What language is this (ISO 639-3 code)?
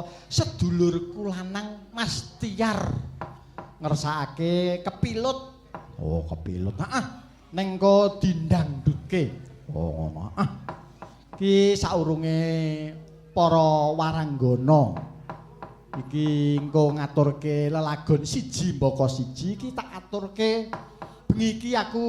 jav